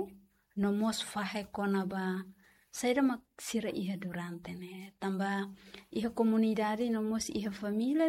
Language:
Tetum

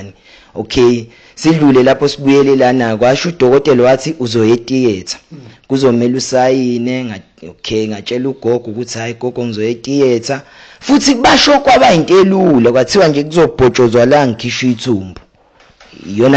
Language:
Zulu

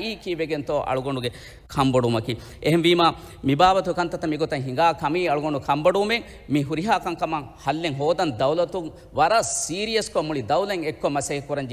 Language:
Divehi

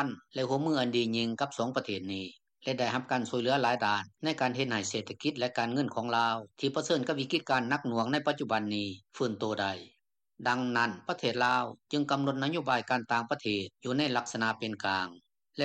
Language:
Lao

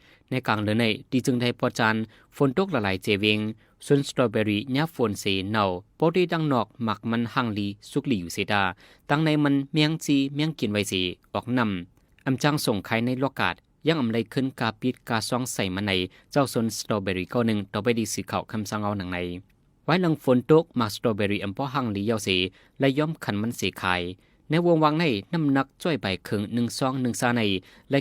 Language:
Shan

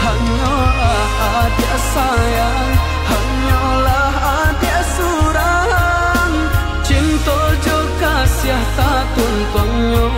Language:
Minangkabau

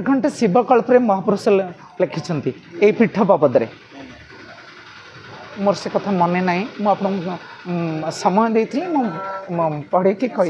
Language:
Odia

